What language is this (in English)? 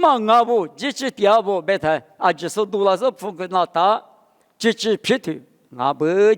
Lisu